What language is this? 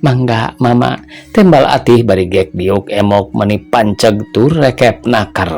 Sundanese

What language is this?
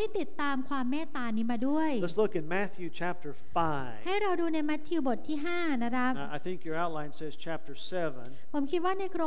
Thai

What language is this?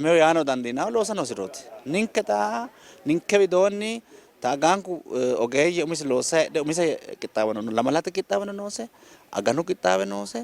Sidamo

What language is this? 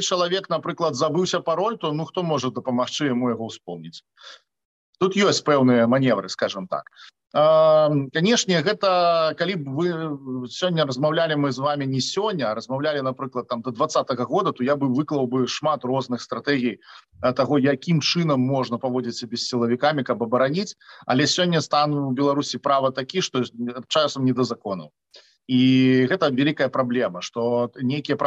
Belarusian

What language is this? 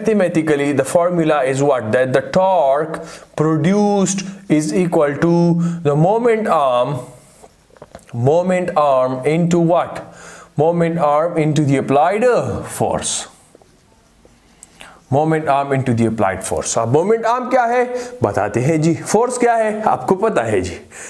Hindi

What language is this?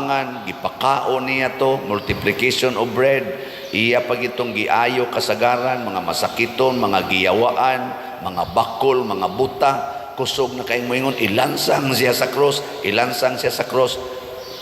Cebuano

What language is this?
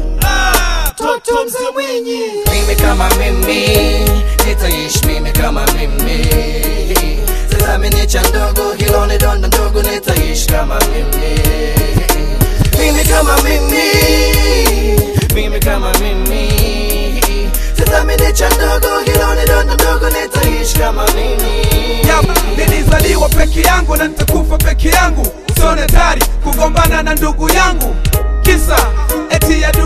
Swahili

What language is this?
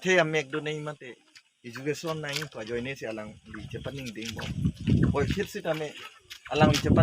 Karbi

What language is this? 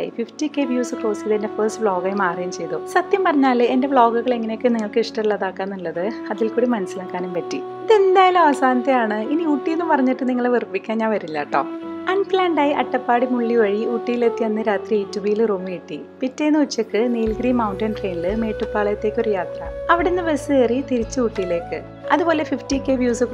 Malayalam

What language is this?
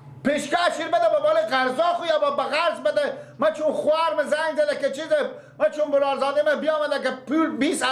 Persian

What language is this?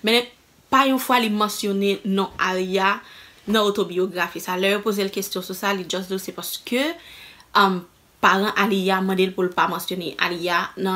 Haitian Creole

